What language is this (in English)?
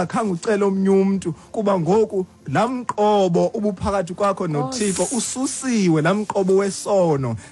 Xhosa